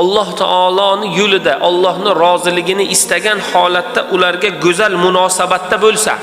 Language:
Uzbek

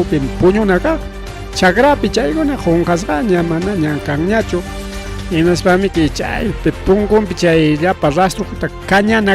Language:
Ayacucho Quechua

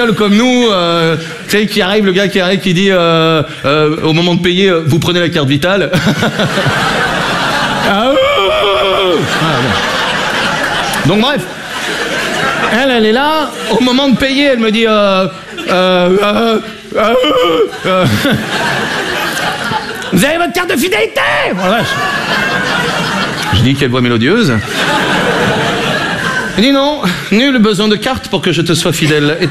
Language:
French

